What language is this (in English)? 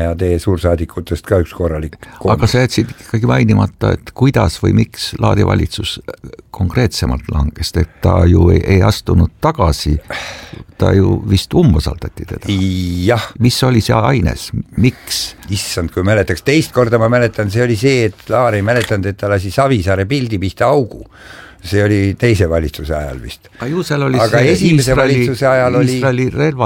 Estonian